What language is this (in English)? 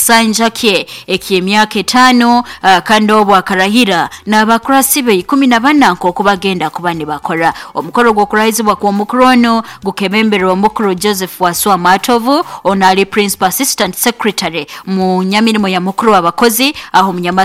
Nyoro